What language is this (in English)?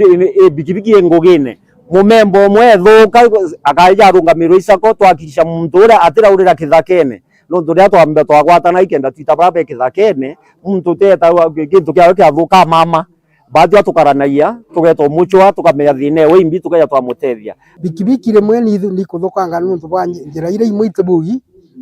Meru